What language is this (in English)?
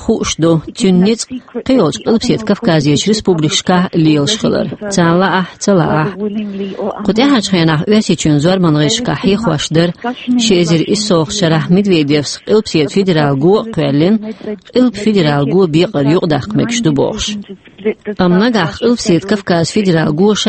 Chechen